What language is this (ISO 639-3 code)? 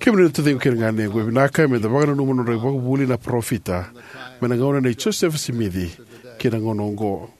fij